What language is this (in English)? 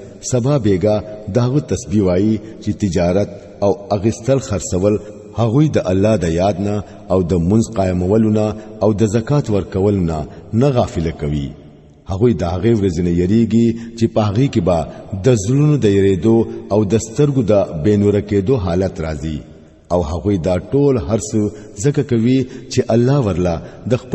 Pashto